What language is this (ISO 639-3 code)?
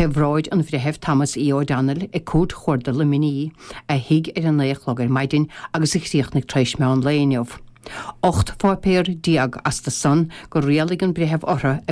gle